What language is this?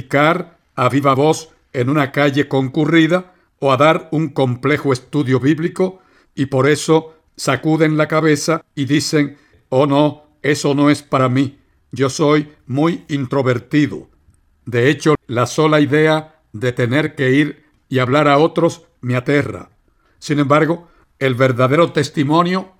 Spanish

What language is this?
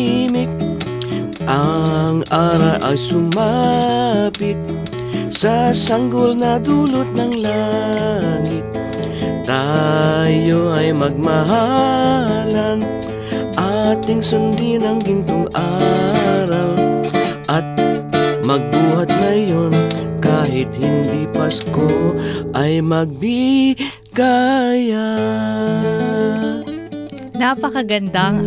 Filipino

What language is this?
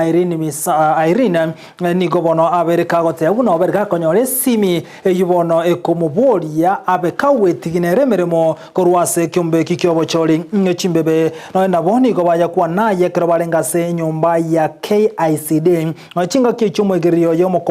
Gusii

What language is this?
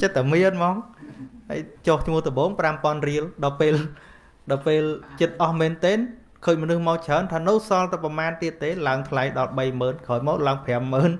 Khmer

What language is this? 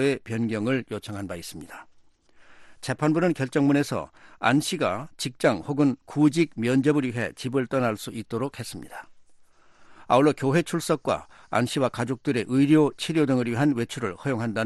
Korean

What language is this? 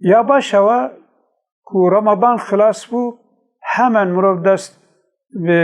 Kurdish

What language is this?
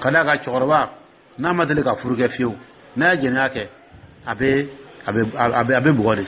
Dyula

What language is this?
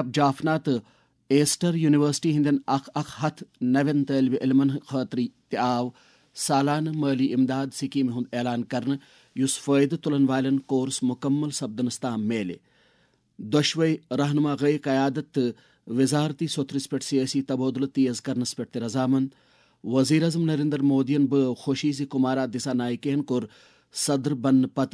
Kashmiri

